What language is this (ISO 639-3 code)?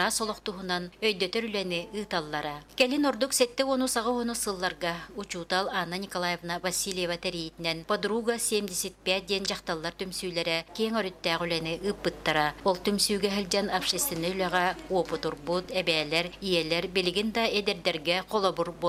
sah